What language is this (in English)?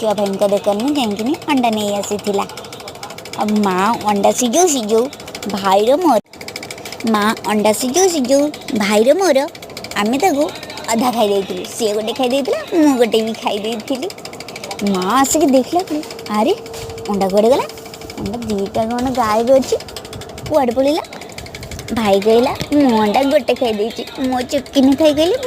Odia